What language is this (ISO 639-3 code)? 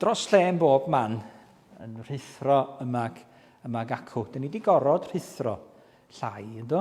cym